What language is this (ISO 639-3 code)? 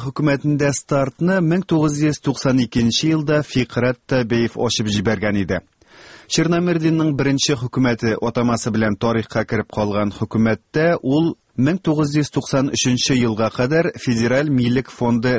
tat